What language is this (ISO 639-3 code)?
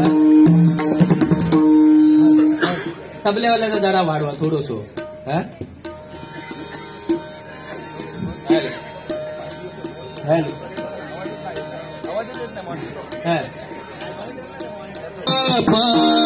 mar